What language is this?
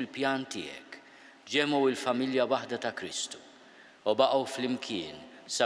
Maltese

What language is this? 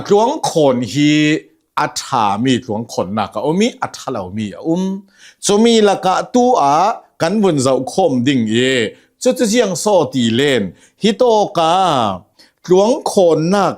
Hakha Chin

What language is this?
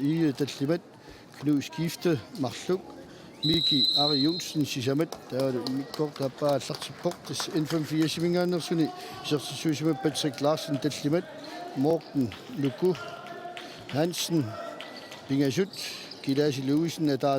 Kalaallisut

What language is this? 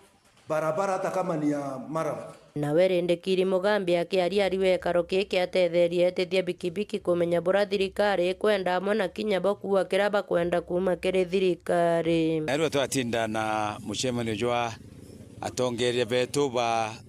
Meru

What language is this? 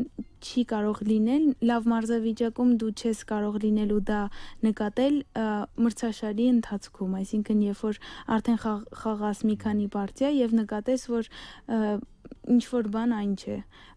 Armenian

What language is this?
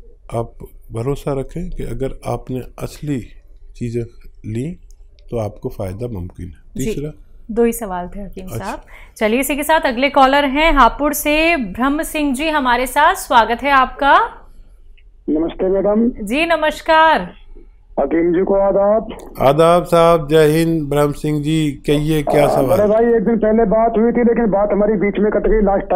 Hindi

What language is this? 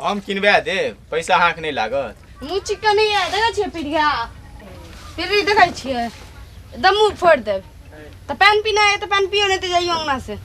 Maithili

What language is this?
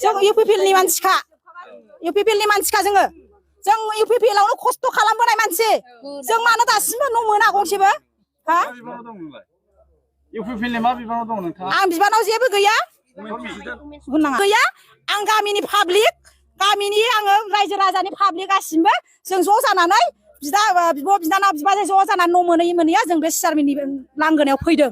Bodo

